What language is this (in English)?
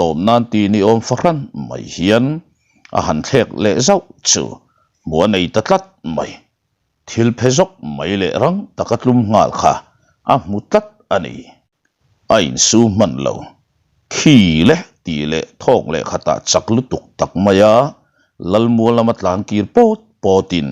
Mizo